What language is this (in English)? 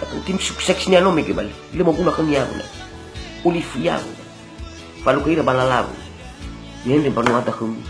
Nias